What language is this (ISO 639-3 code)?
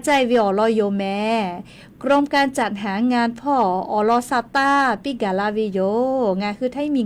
lhu